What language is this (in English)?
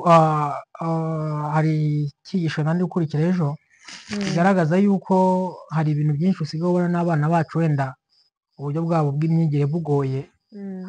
Kinyarwanda